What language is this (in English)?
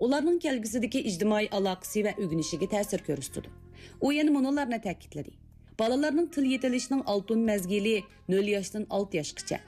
Uyghur